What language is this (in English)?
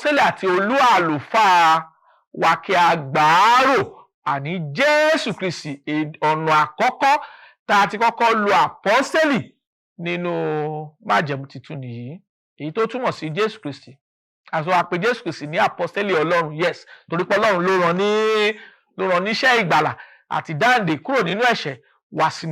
Yoruba